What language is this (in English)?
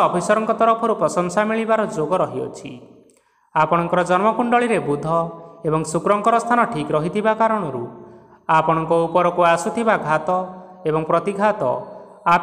Odia